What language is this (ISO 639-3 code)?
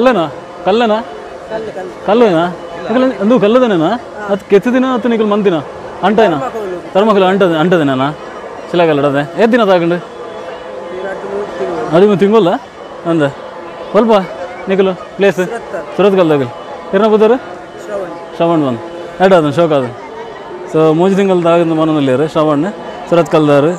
tcy